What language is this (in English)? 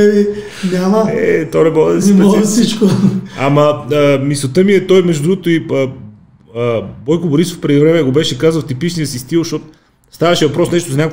Bulgarian